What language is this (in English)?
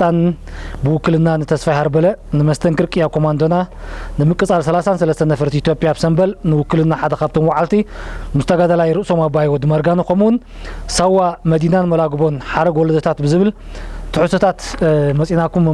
Tigrinya